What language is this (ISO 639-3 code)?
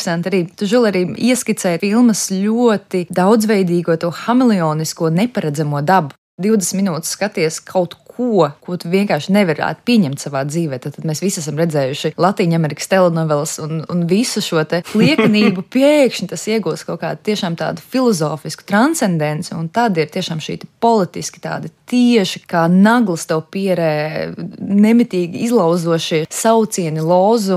lav